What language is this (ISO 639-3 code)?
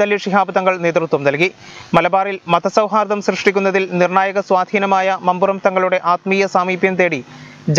mal